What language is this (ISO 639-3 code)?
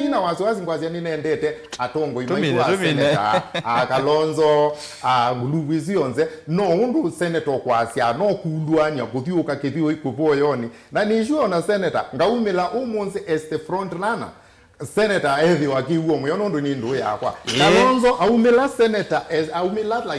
kam